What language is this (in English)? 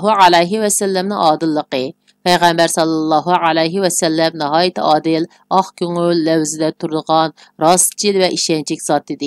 Uyghur